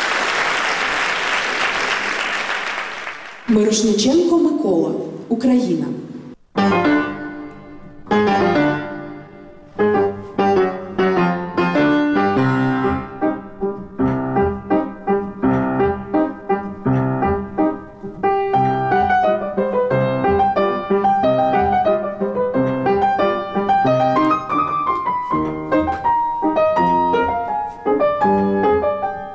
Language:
Ukrainian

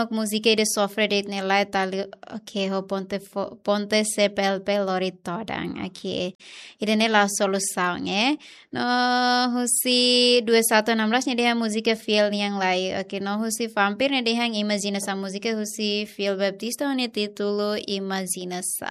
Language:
Tetum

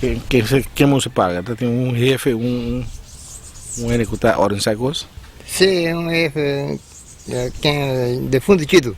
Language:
Papiamento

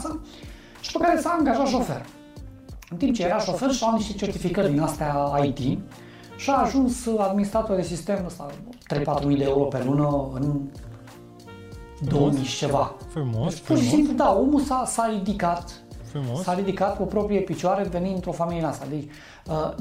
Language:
Romanian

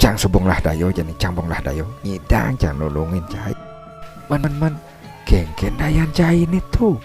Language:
Balinese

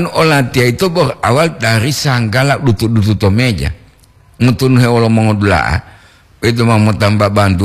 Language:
Gorontalo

